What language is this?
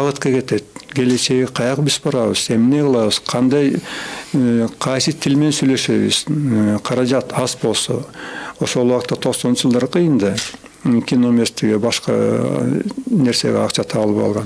Kyrgyz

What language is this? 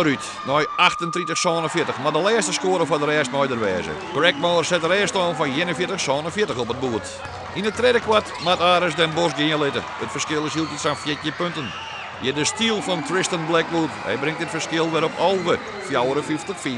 Western Frisian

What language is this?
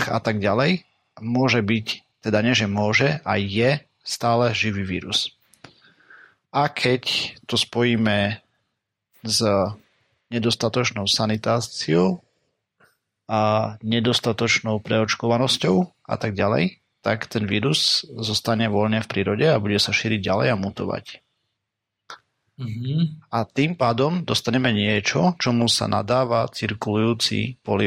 Slovak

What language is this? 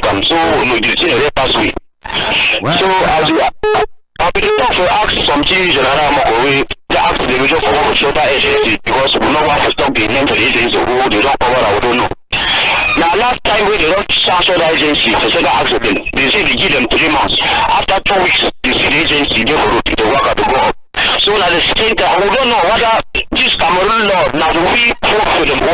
Cameroon Pidgin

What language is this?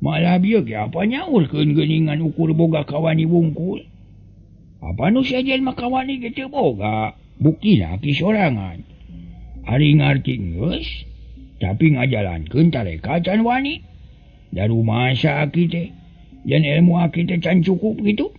Sundanese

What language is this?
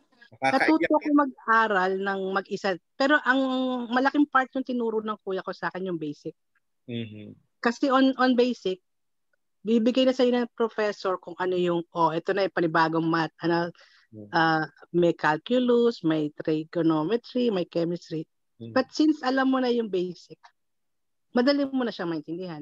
Filipino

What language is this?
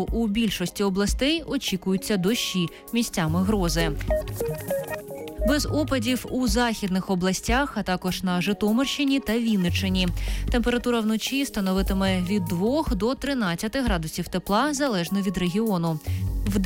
Ukrainian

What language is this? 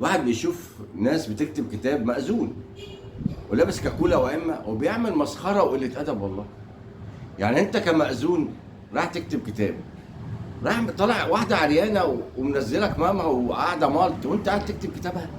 Egyptian Arabic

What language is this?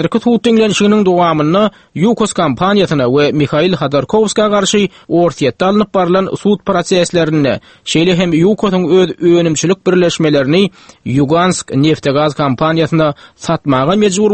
Turkmen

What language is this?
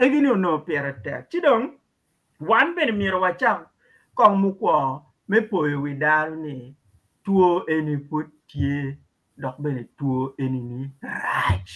Acoli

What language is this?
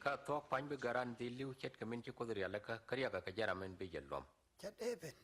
Nuer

